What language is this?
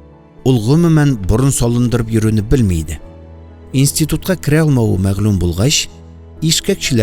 Tatar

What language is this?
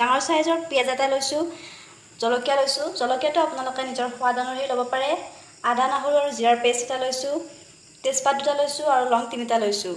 Assamese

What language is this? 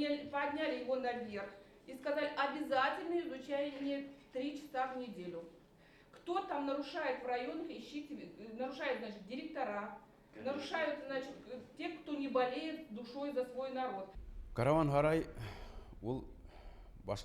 Bashkir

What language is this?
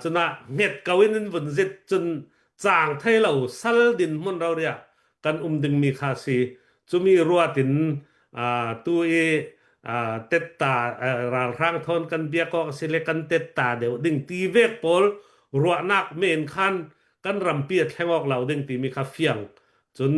Hakha Chin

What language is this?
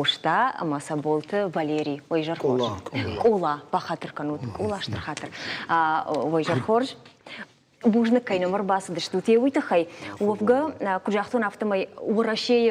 Ossetic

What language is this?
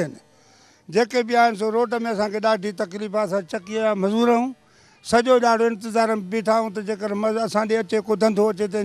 Sindhi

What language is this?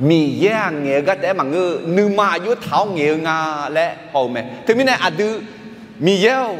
Akha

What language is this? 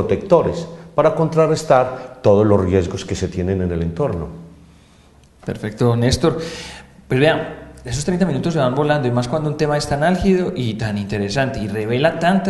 Spanish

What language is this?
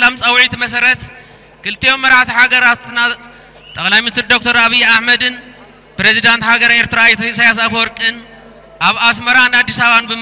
Tigrinya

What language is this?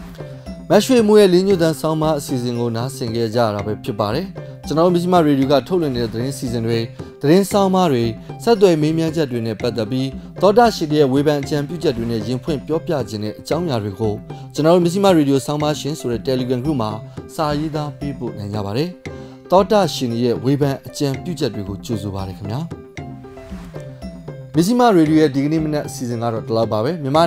Burmese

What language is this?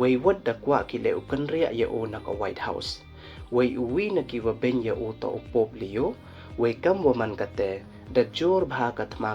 Pnar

